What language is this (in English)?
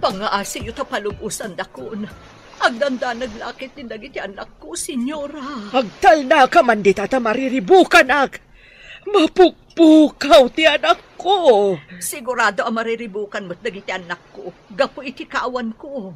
Iloko